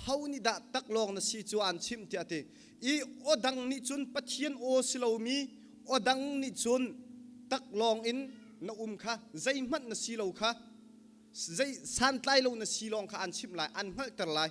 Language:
Hakha Chin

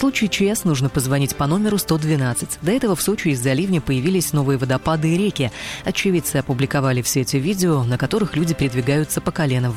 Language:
Russian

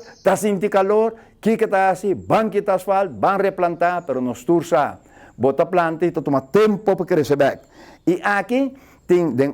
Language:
Papiamento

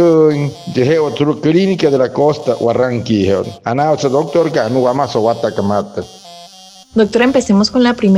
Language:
Wayuu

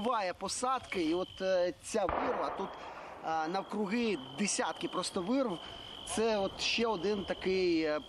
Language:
Ukrainian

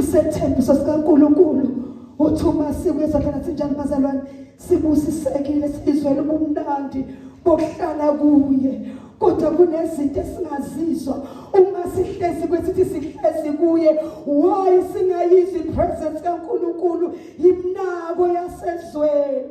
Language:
Zulu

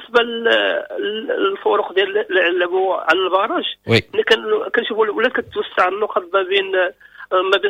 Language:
Moroccan Arabic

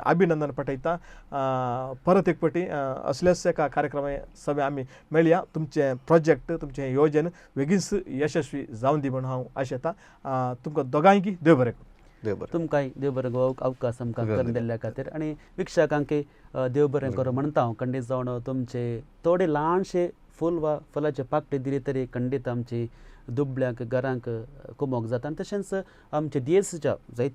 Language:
Konkani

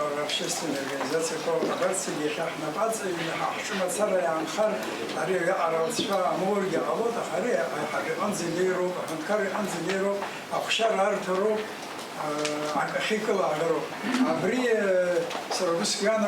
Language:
Abkhazian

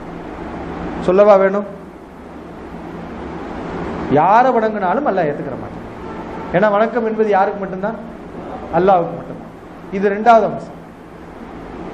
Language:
Tamil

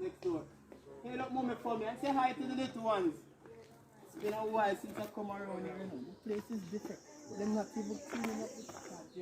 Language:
Jamaican Creole English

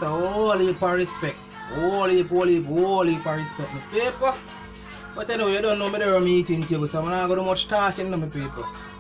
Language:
Jamaican Creole English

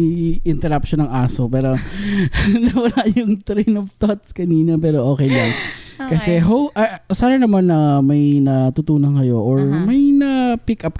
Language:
Filipino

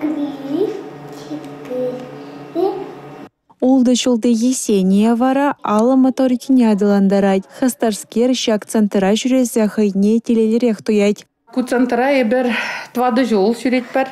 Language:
Chuvash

